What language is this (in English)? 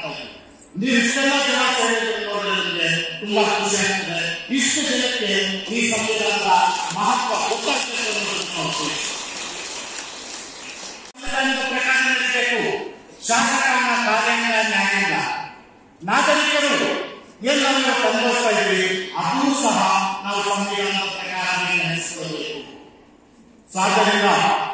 Kannada